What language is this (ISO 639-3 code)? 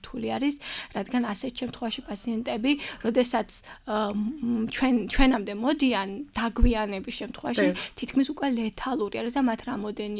kat